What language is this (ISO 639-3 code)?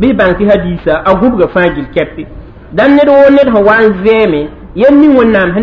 mos